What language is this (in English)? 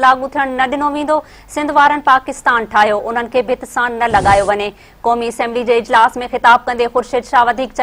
Sindhi